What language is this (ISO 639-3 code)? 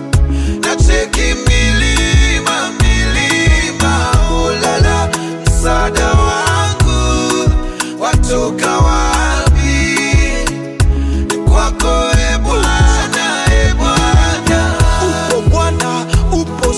swa